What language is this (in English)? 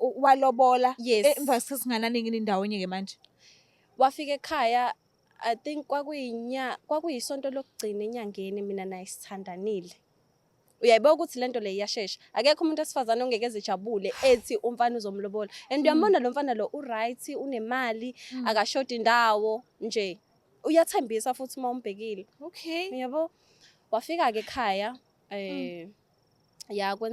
Zulu